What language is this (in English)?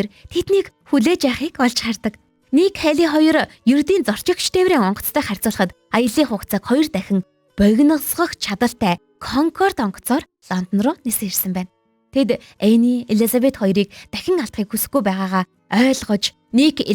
Mongolian